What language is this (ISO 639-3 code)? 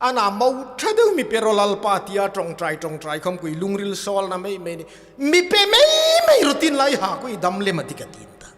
hmr